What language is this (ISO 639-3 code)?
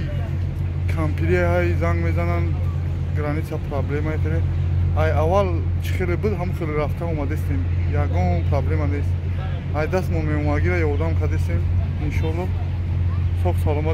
tgk